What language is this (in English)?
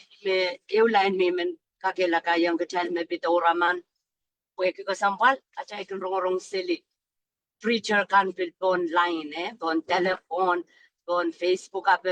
Pohnpeian